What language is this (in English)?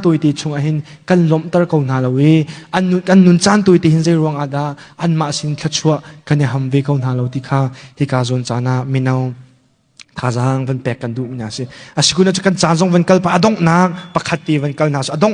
Hakha Chin